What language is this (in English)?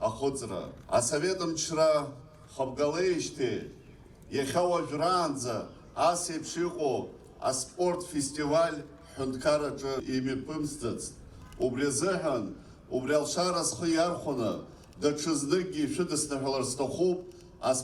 Abkhazian